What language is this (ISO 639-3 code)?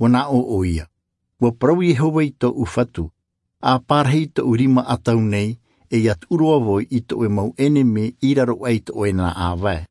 tah